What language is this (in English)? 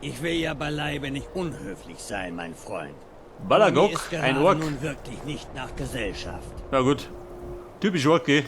Bavarian